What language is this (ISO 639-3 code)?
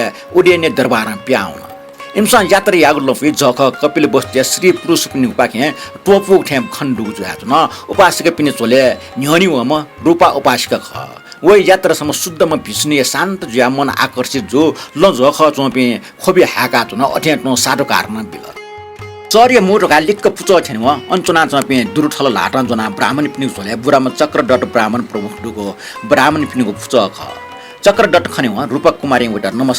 new